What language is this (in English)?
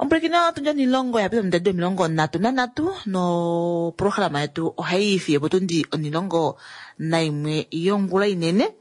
Kuanyama